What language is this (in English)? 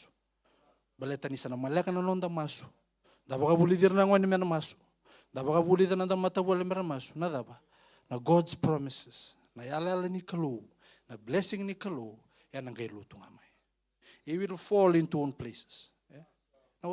Fijian